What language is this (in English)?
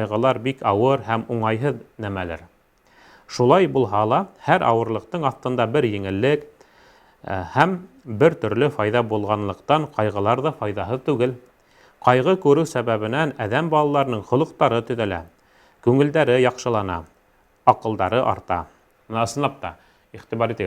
Bashkir